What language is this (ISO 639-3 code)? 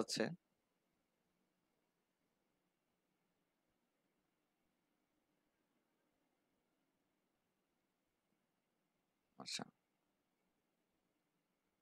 ben